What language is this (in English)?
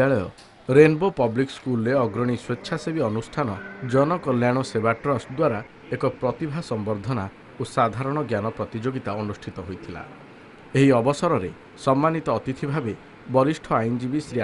Odia